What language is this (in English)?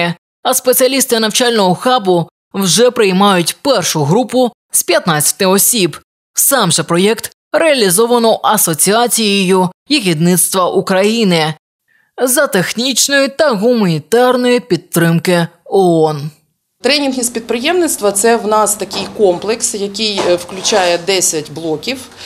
Ukrainian